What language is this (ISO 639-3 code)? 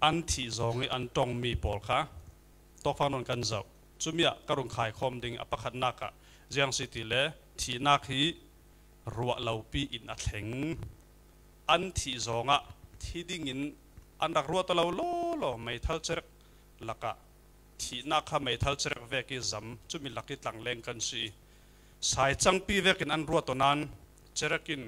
cfm